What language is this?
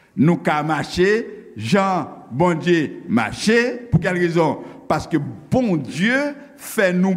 Haitian Creole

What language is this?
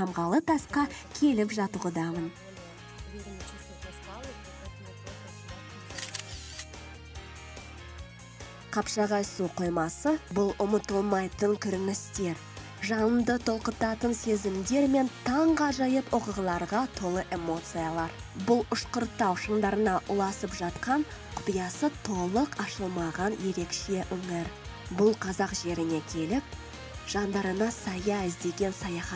Kazakh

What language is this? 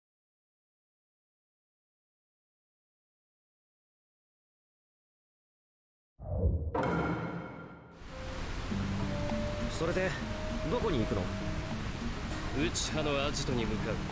Japanese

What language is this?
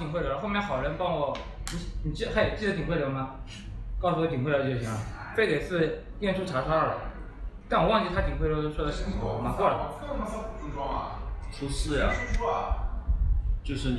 Chinese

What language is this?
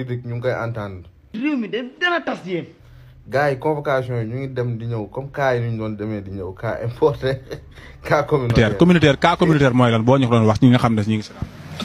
Wolof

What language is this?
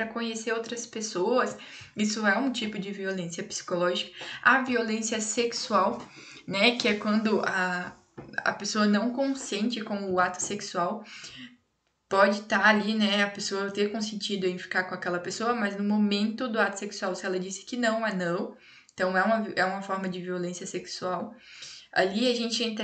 Portuguese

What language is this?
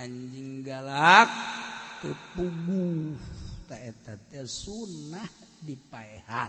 Sundanese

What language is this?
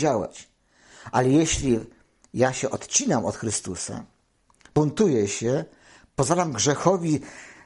Polish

